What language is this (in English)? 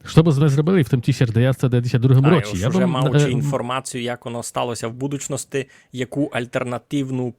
Rusyn